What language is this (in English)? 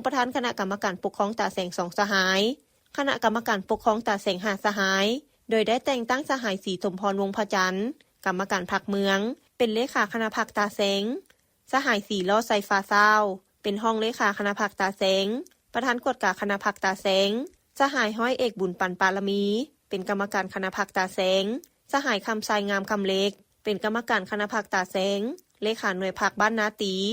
Lao